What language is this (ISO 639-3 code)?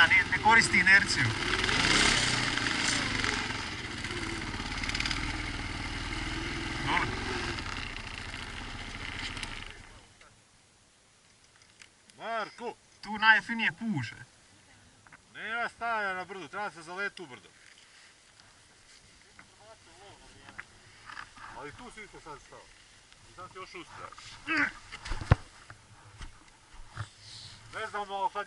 hrv